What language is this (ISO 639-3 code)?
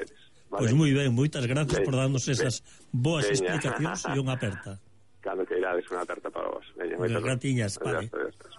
glg